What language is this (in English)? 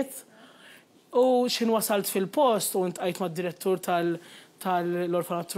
Maltese